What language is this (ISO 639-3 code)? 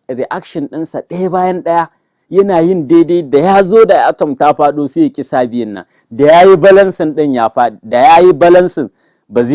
hau